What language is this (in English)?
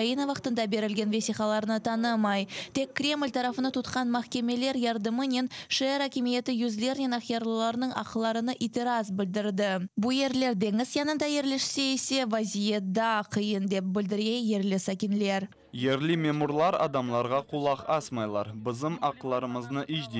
Crimean Tatar